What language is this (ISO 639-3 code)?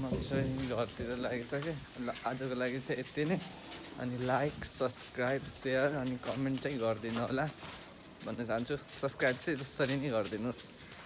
nep